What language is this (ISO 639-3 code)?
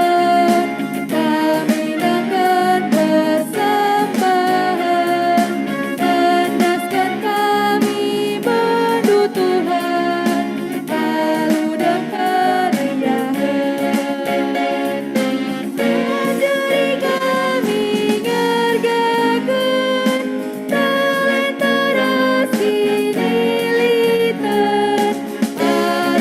btx